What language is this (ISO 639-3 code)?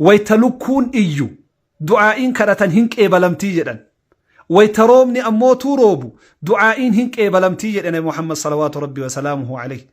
orm